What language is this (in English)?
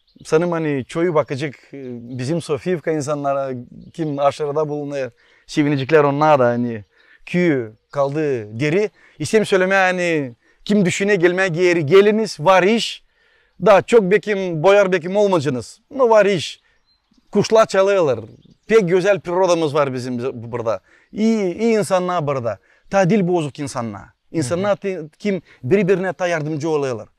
Gagauz